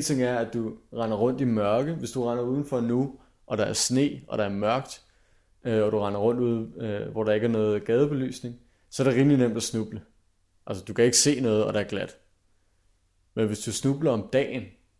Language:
Danish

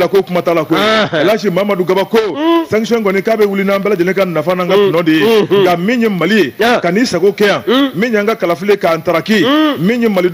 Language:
Bambara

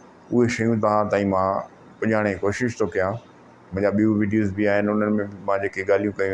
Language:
Sindhi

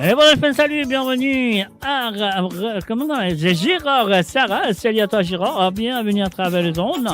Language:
Morisyen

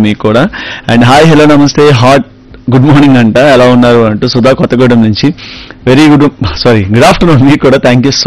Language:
Telugu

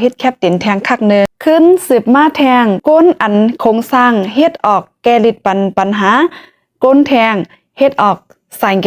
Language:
Shan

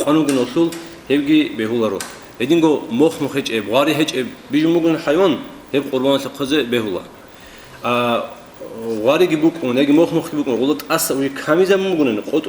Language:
Avaric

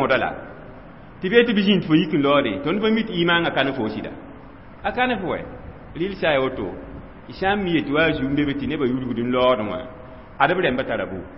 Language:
Mossi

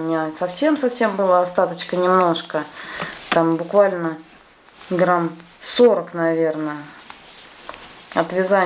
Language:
Russian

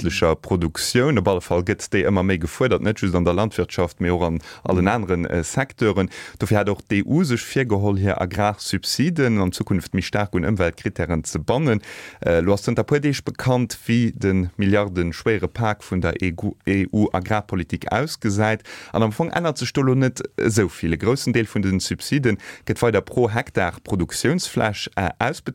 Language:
Luxembourgish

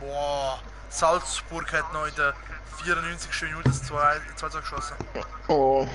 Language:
Swiss German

